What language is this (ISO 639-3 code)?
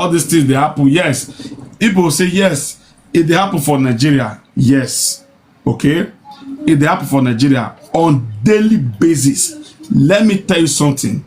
pcm